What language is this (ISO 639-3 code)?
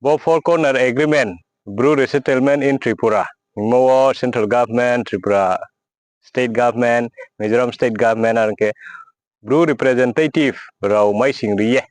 ria